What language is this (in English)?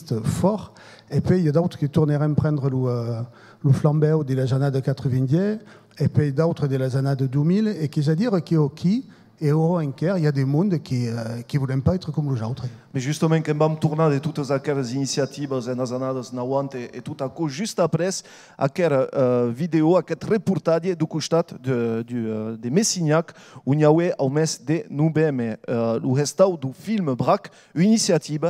Occitan